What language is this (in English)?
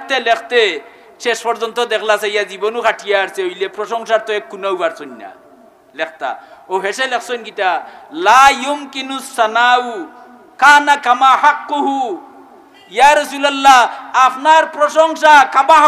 Sylheti